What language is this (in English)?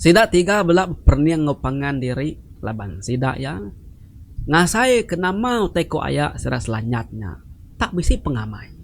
Iban